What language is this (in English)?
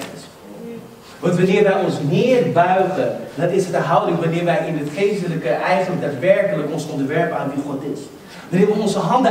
Dutch